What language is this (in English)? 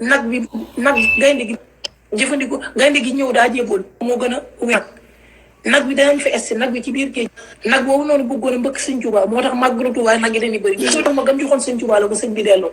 Wolof